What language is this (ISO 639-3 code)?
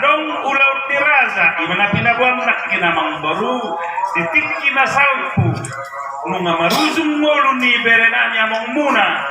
bbc